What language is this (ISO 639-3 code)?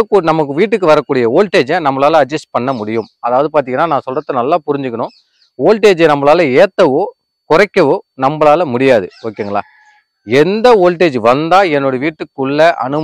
tam